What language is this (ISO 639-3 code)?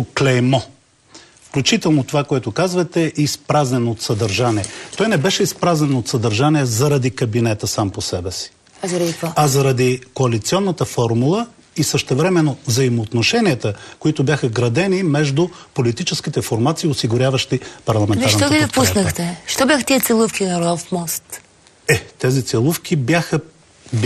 bul